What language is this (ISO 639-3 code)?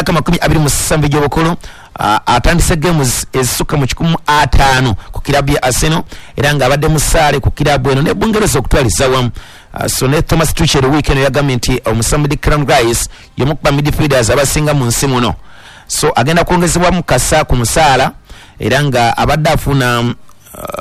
lug